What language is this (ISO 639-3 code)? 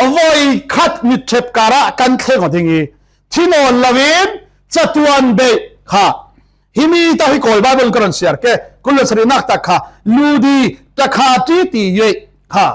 cfm